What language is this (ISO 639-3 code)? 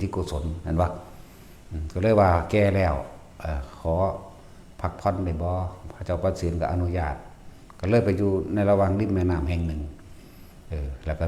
tts